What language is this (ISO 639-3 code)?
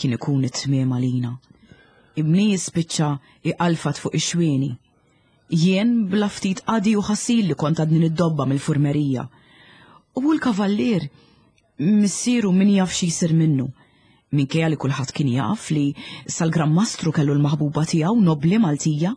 mlt